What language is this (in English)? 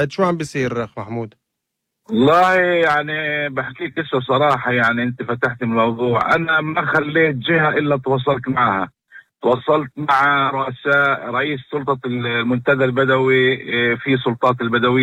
North Levantine Arabic